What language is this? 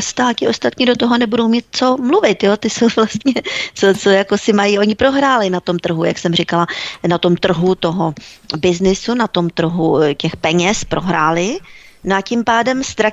Czech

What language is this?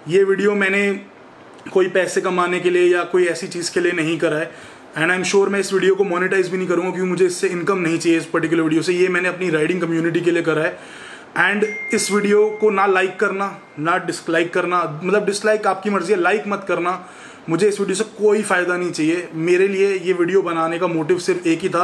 Hindi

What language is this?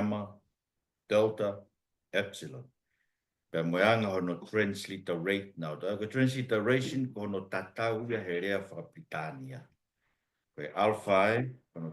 Tongan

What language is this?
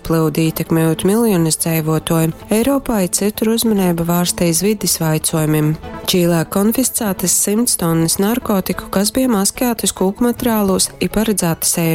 Latgalian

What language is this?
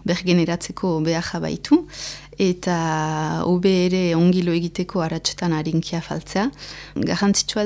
Basque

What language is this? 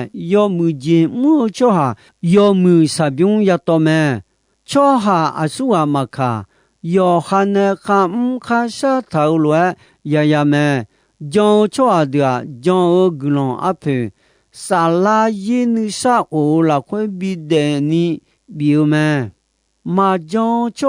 Akha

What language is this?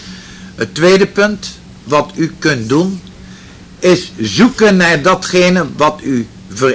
Dutch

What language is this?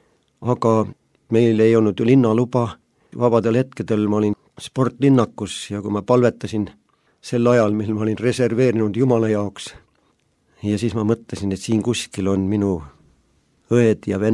Estonian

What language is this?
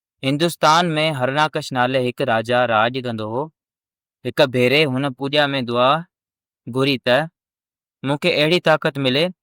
Sindhi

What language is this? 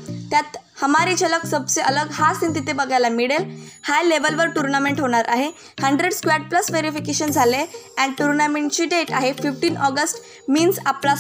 Marathi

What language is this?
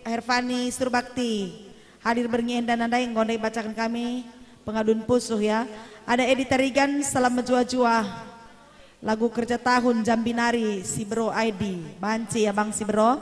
Batak Karo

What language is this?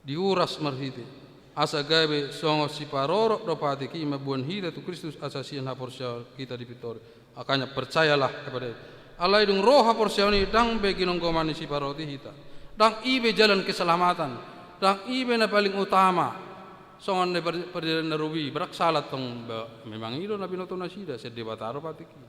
Batak Toba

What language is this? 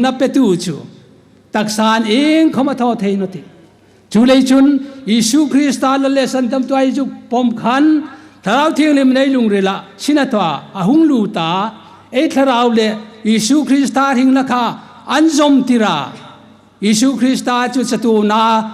Hmar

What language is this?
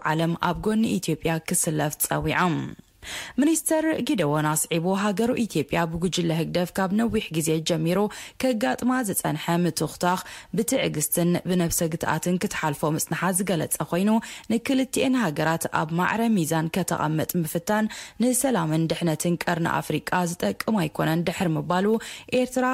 Tigrinya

